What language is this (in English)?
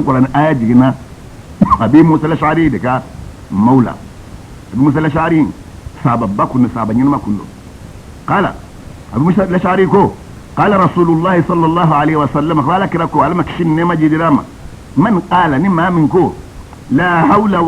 Bambara